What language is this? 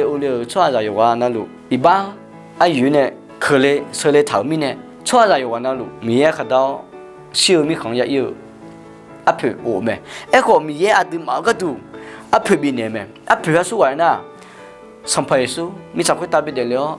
Akha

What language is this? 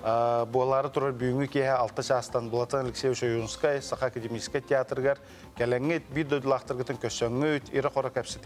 Yakut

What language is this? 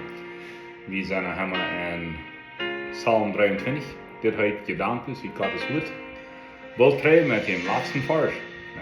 Plautdietsch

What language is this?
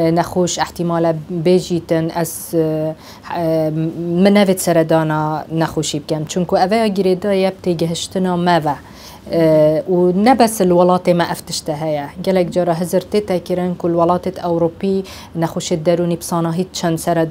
Kurdish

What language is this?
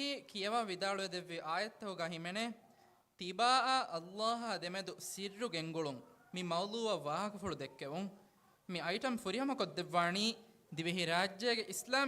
Divehi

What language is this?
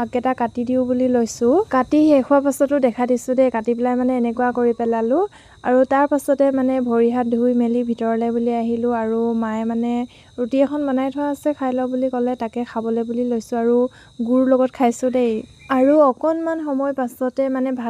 Assamese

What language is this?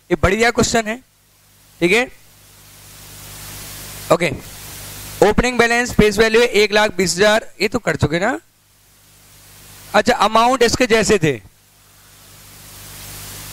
Hindi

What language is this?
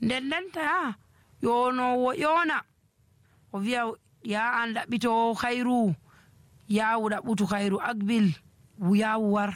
Nigerian Fulfulde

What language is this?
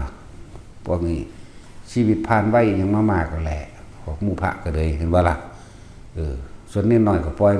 Northeastern Thai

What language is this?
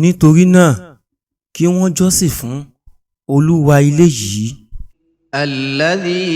Yoruba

